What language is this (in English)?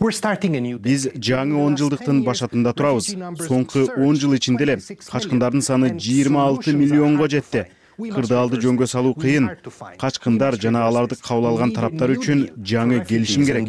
Kyrgyz